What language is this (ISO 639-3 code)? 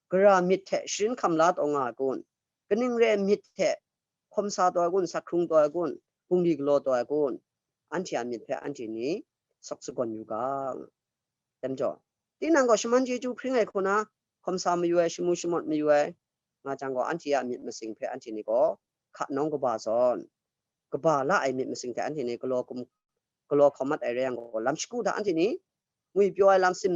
kac